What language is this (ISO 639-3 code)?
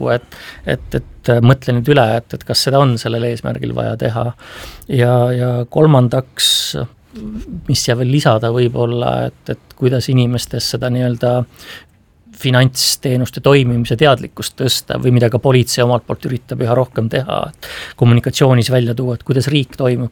est